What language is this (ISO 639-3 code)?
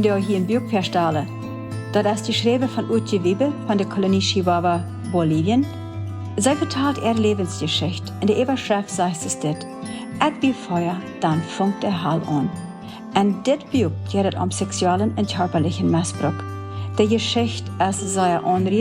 pdt